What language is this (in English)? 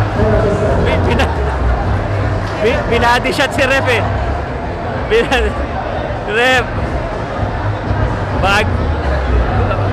Filipino